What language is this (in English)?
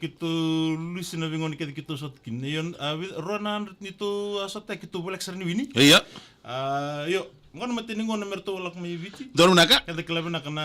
Fijian